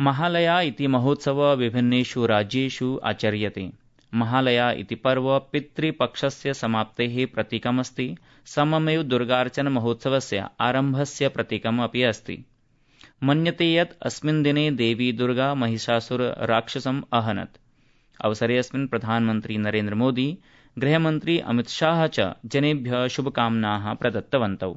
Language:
Sanskrit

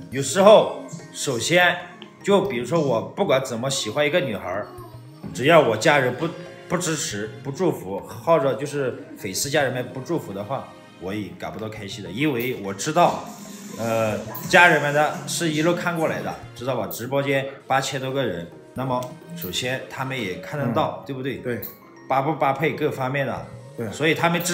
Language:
Chinese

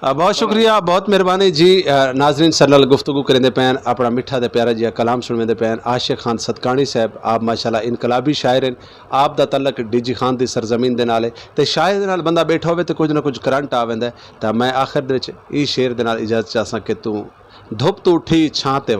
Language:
Saraiki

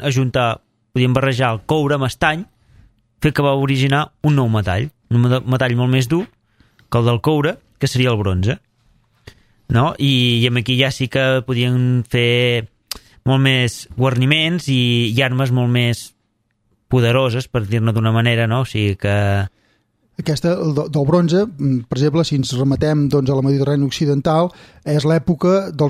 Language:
Catalan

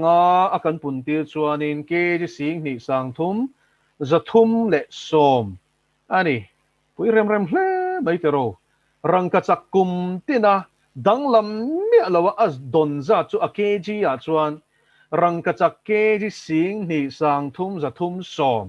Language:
Mizo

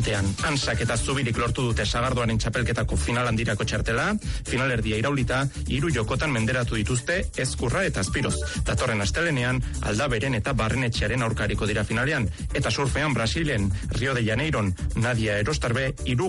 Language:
Basque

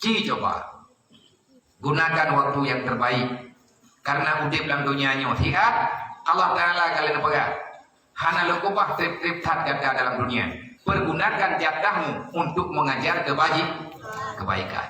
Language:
Achinese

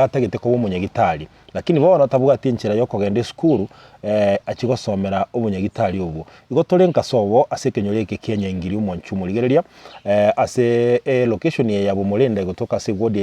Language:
Gusii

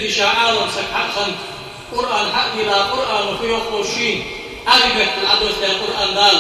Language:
Ingush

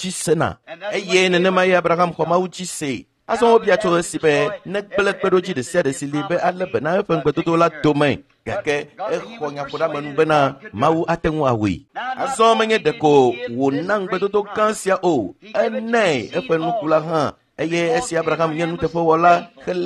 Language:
Ewe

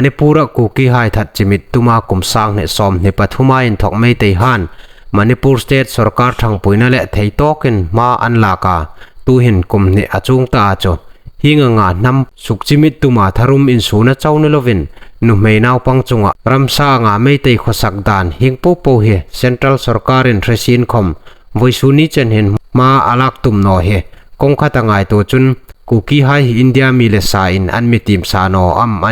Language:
Hmar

